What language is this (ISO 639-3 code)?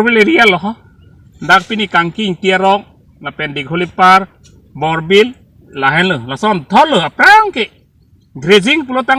mjw